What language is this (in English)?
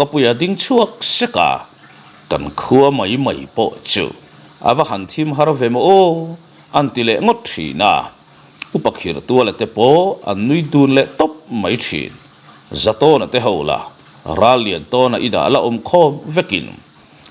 Mizo